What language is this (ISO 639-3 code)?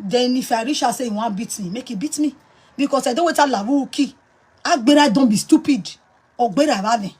pcm